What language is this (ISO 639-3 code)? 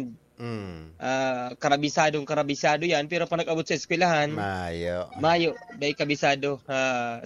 bik